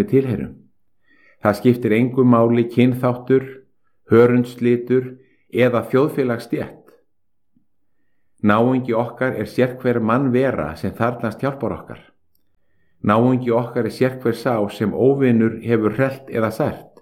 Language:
Icelandic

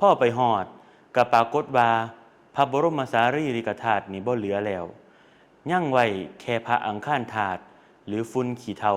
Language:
Lao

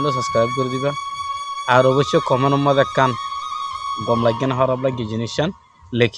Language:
Rohingya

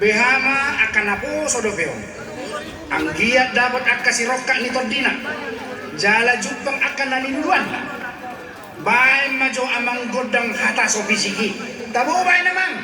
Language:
Batak Toba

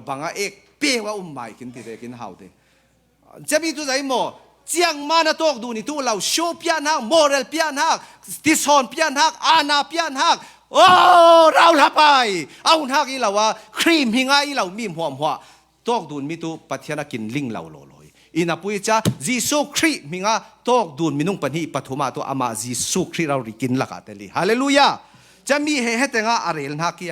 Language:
Falam Chin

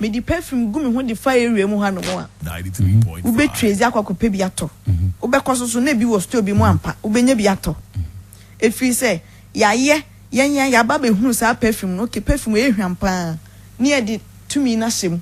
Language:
Akan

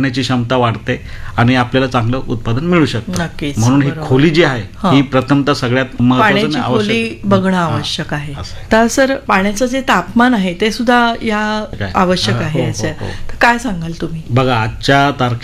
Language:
Marathi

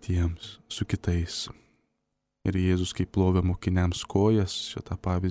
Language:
Lithuanian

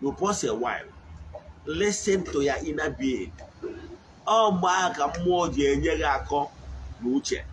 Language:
Igbo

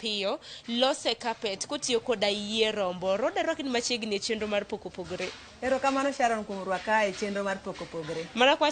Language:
Luo (Kenya and Tanzania)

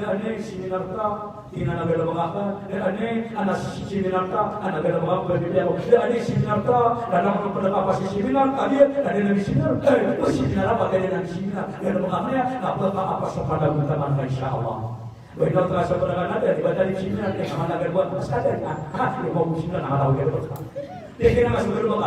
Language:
Maranao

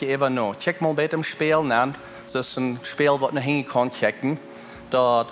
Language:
Plautdietsch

